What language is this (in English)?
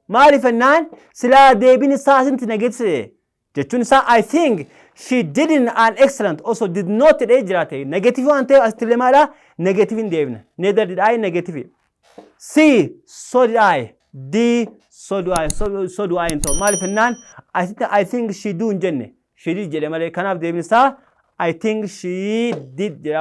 Oromo